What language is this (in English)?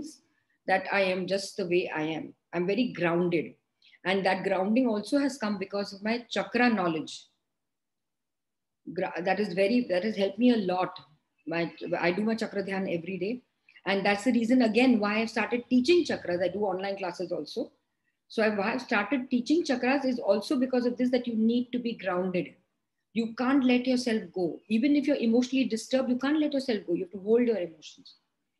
English